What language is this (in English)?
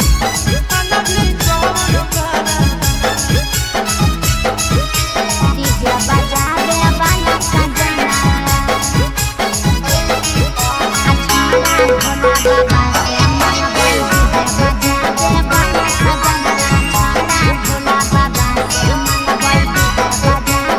Bhojpuri